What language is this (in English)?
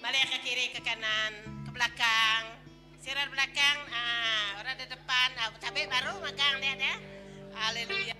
Iban